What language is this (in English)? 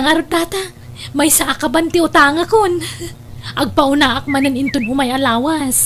Iloko